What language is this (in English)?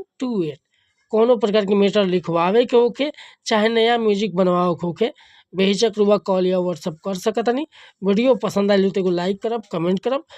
Bhojpuri